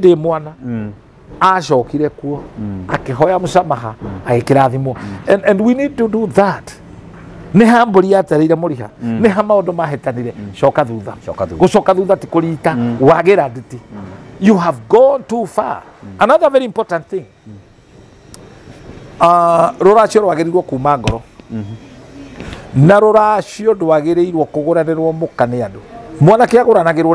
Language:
Kikuyu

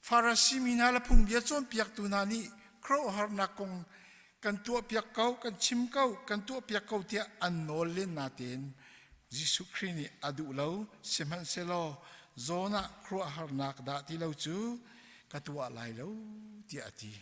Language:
Hakha Chin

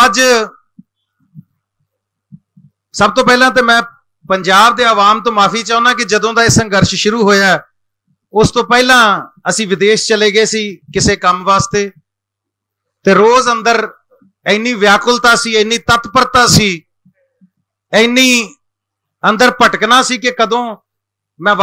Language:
Punjabi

